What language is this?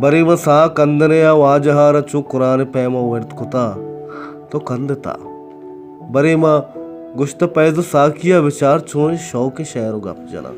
Baluchi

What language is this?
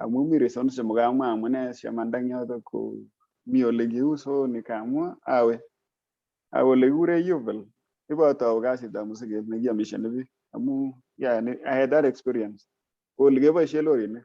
Kalenjin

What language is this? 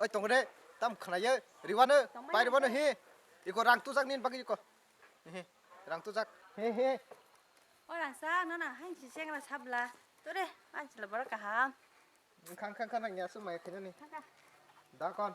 Kok Borok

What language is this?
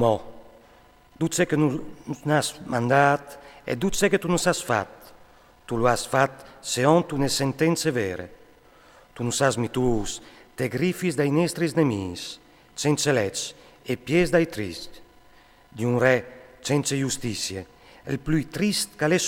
Friulian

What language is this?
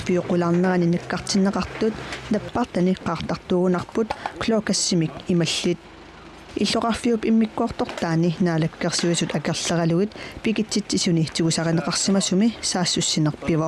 Kalaallisut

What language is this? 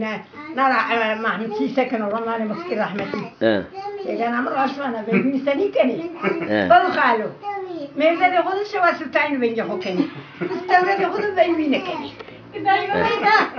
Zaza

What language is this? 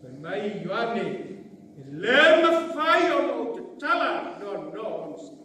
Samoan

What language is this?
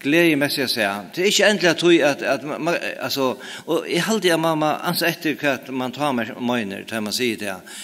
Faroese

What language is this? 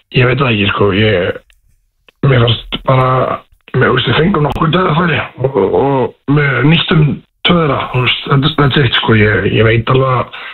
Icelandic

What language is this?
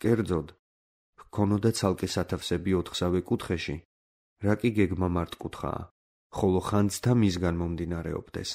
Georgian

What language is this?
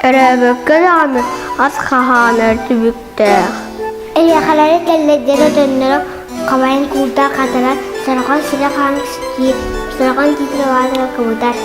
Yakut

